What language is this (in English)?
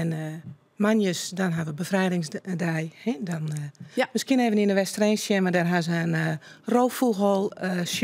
Western Frisian